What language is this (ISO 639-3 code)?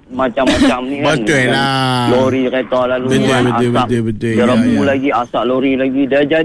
msa